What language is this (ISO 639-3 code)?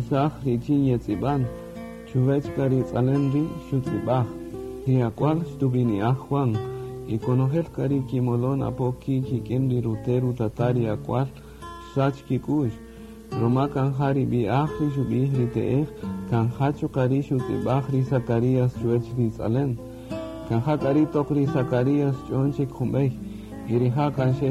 cak